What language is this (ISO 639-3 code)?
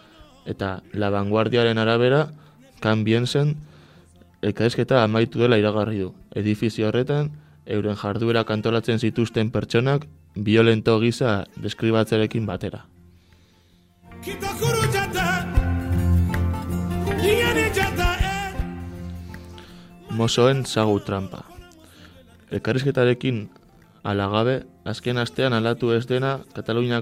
eus